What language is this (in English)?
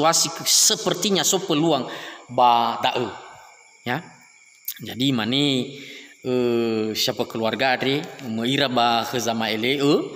Nias